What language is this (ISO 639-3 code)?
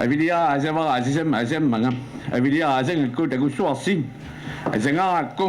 kal